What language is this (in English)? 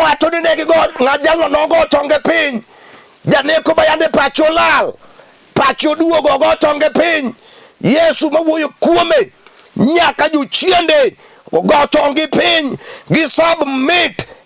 Luo (Kenya and Tanzania)